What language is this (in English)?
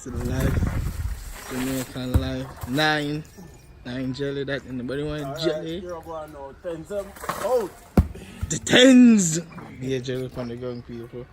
Jamaican Creole English